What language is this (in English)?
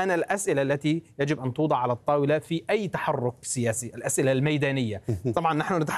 Arabic